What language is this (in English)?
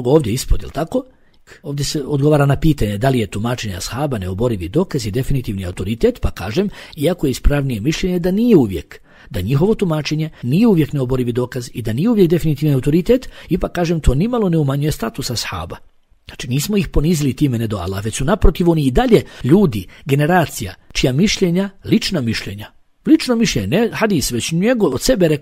Bosnian